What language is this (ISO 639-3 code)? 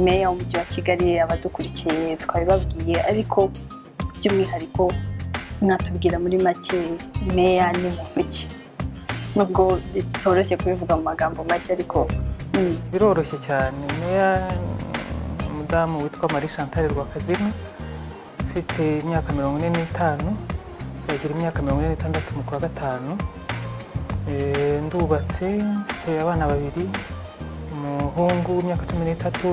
kin